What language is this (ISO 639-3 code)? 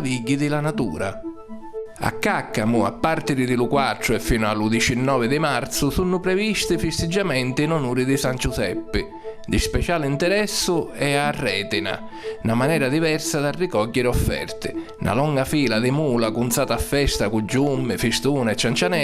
scn